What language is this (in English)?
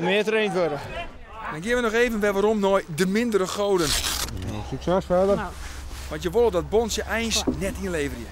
Western Frisian